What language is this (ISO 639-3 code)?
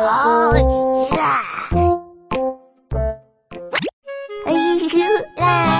zho